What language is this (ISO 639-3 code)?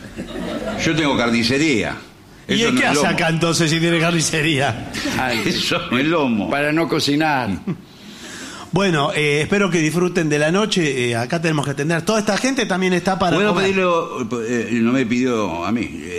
spa